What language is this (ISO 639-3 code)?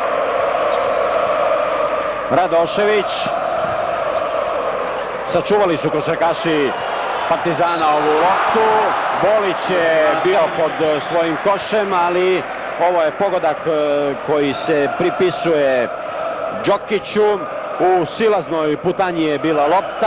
srp